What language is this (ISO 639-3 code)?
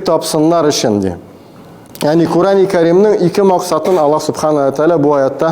tat